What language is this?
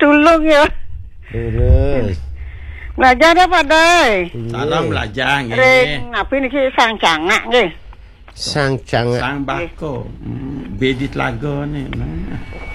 Balinese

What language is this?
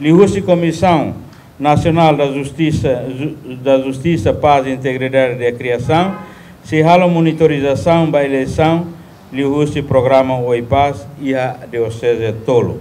Tetum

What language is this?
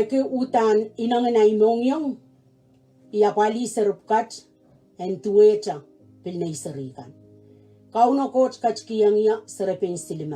Pohnpeian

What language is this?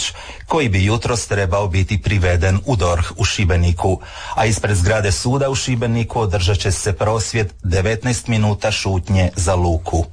Croatian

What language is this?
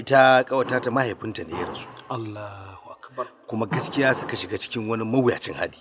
Hausa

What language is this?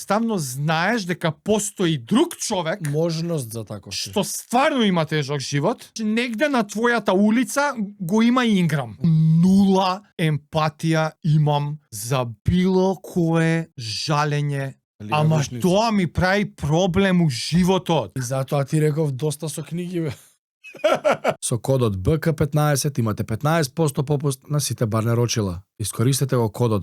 Macedonian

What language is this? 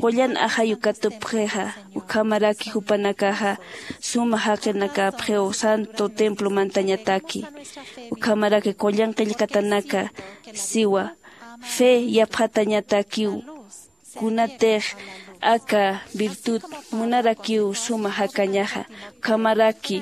Aymara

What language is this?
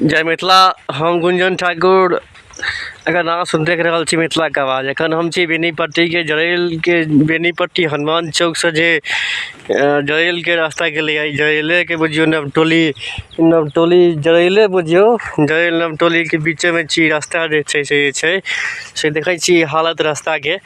Maithili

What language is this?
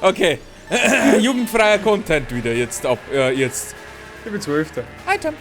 Bavarian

